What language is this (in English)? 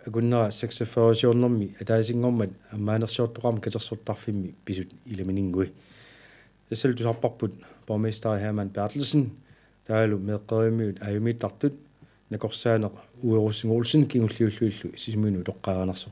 Kalaallisut